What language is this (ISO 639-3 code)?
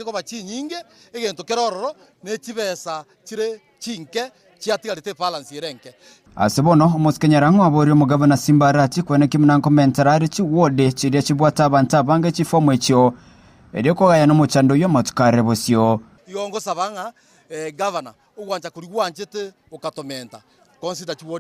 guz